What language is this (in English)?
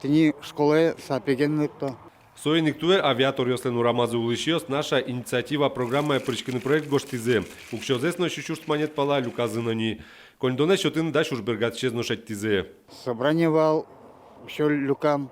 Udmurt